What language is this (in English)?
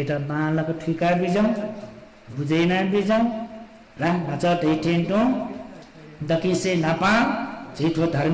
Newari